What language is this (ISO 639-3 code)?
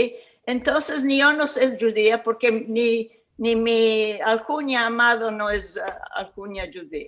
lad